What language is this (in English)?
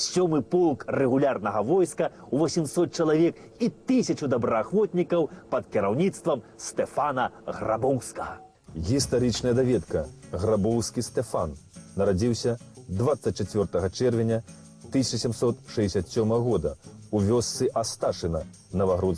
Belarusian